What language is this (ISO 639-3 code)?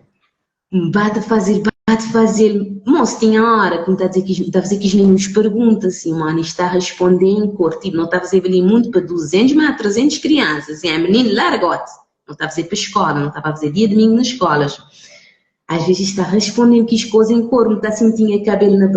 kea